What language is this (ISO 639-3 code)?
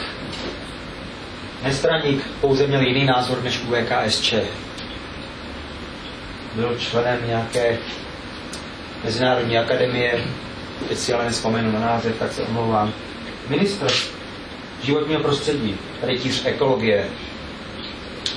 ces